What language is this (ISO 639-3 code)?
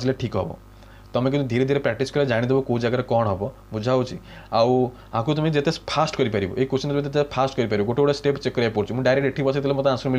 ori